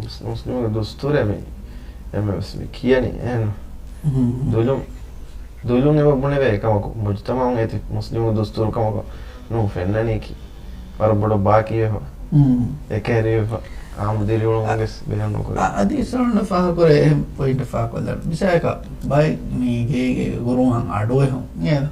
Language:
Divehi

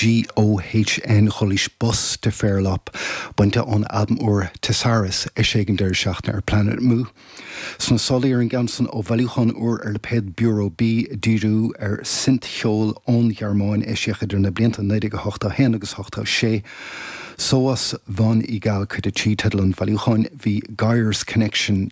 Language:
Irish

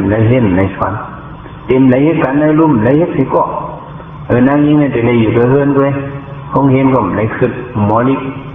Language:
Shan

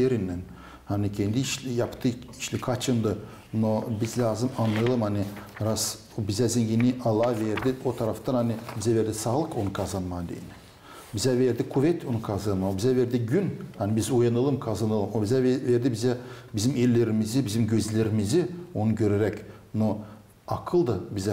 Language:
Gagauz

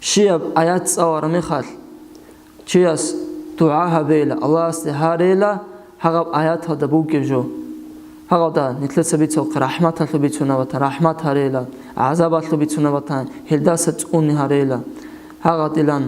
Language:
Avaric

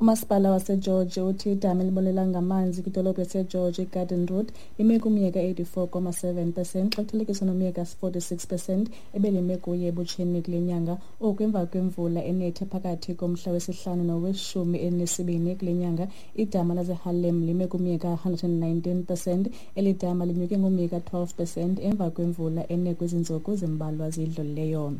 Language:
Xhosa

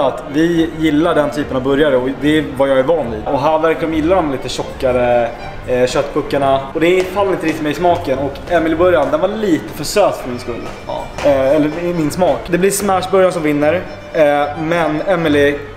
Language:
Swedish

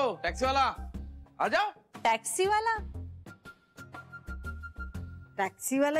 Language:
Marathi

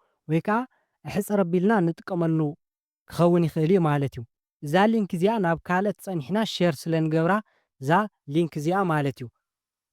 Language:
Tigrinya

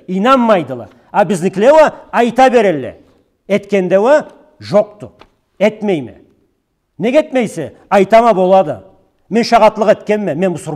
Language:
Karachay-Balkar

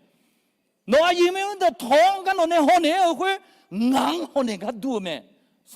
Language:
Akha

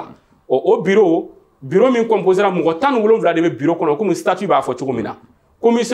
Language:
Bambara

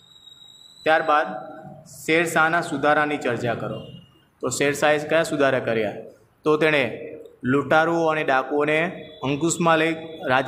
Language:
Gujarati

